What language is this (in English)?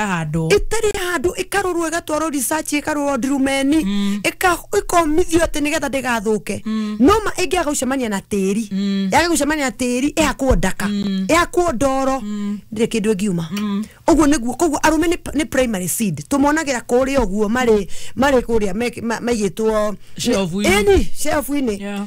Kikuyu